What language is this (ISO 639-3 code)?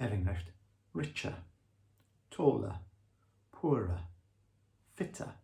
cym